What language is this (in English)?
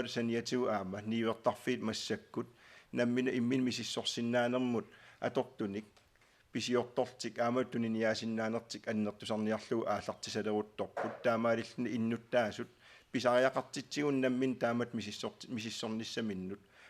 Kalaallisut